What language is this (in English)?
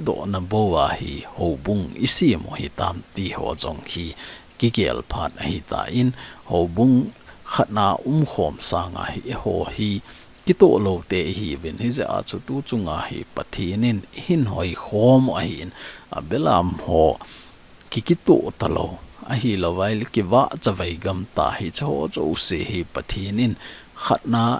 Thado Chin